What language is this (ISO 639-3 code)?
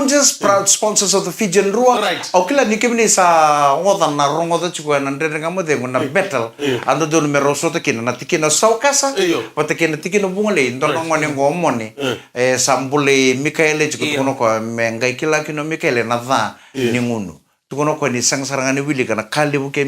fij